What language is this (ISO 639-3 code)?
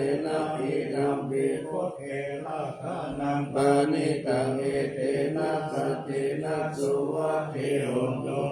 pli